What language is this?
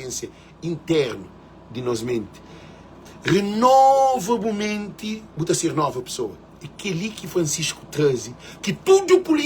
Kabuverdianu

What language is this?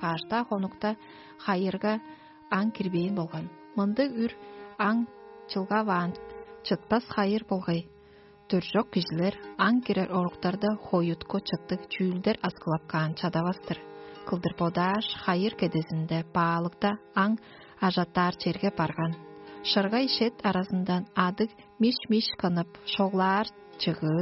Tuvinian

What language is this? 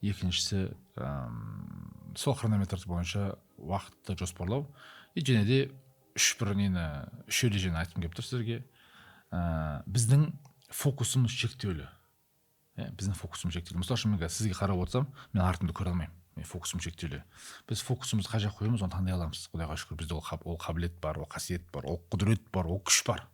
Kazakh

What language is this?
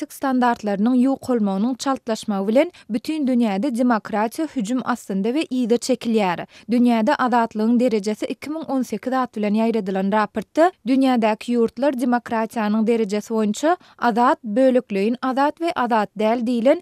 Turkmen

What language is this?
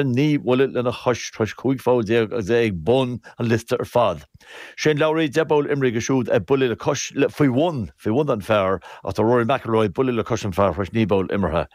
Irish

